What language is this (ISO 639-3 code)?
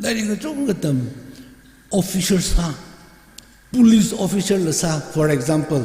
nmf